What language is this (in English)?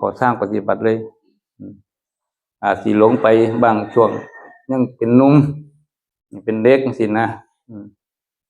Northeastern Thai